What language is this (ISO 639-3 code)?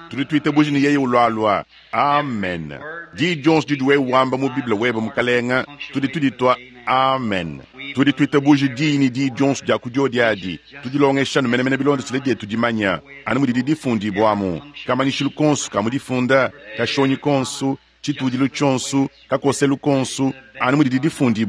lua